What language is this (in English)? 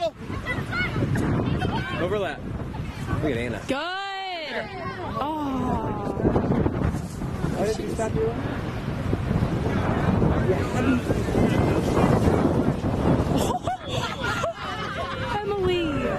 English